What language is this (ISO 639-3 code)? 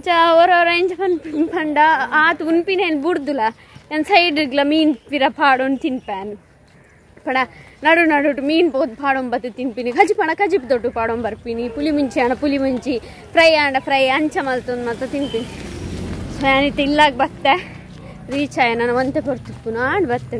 tcy